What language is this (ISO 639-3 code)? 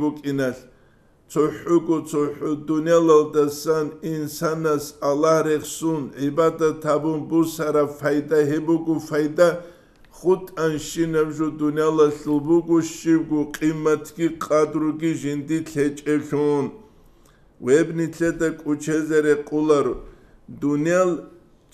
ava